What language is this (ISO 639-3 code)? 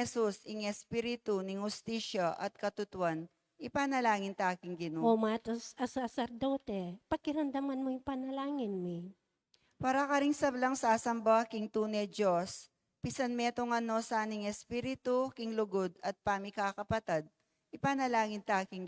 pam